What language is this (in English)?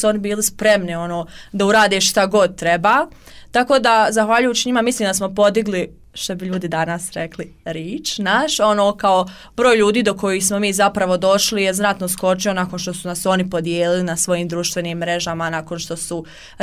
Bosnian